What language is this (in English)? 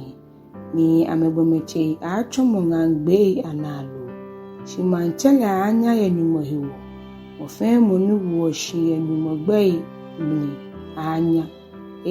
Ga